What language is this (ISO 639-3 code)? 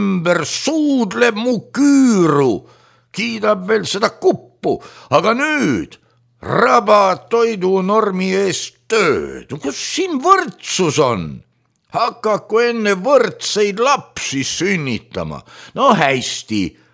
est